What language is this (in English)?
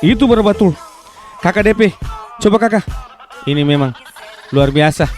Ambonese Malay